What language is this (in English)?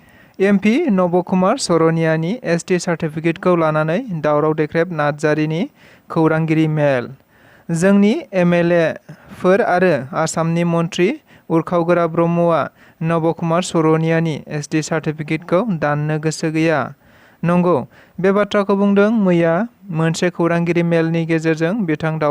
Bodo